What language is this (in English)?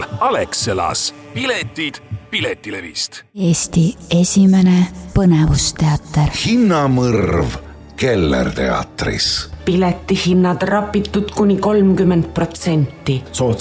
Estonian